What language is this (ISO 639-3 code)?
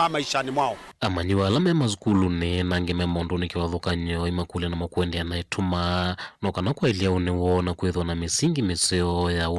kam